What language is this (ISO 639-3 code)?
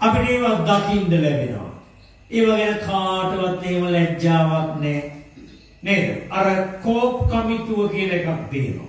sin